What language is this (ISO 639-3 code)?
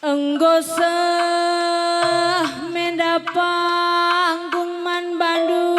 btx